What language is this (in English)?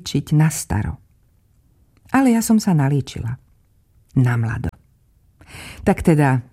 Slovak